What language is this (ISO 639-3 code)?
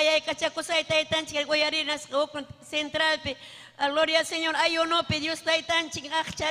quy